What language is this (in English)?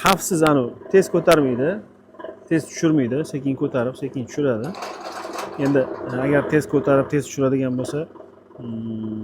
Uzbek